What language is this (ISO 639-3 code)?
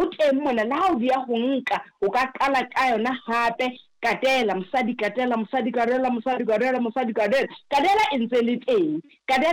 sot